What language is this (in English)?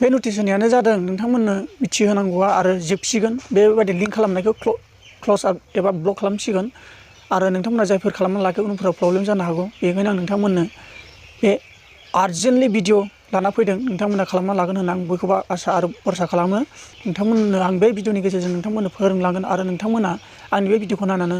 Bodo